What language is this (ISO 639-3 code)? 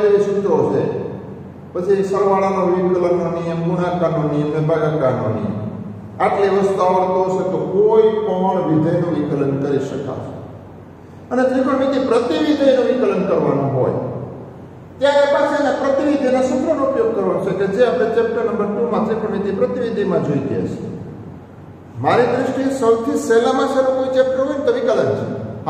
guj